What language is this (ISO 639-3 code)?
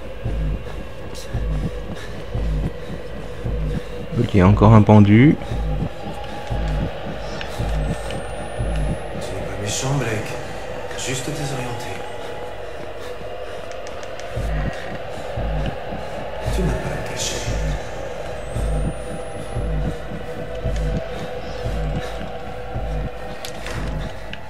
fra